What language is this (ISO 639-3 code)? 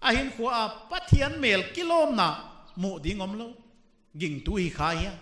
pck